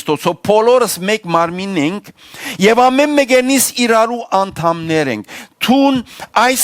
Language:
Western Armenian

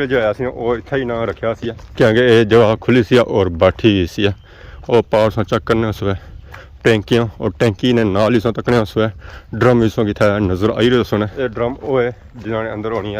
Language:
Pahari-Potwari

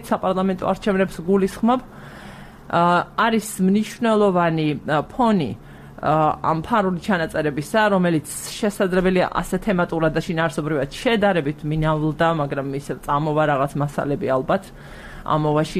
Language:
Georgian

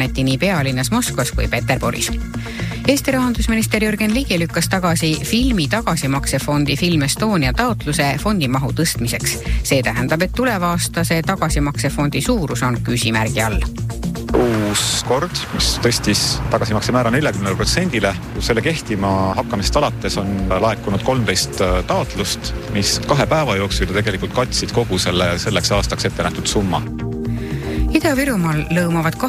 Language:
Estonian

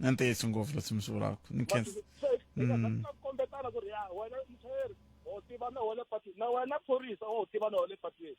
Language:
Tsonga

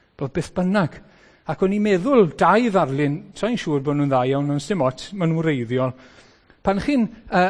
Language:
Welsh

